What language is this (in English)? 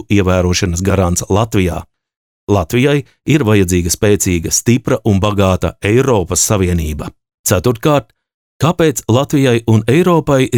Latvian